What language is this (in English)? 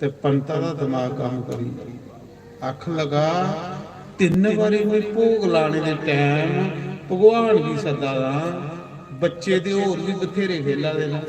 Dogri